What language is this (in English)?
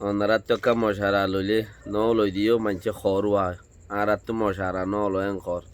Rohingya